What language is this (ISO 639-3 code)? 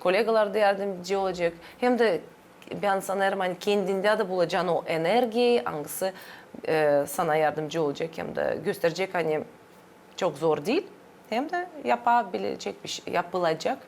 gag